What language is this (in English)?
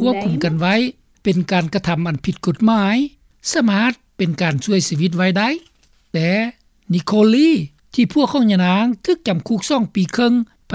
Lao